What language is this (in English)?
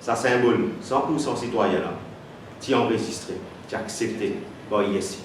Morisyen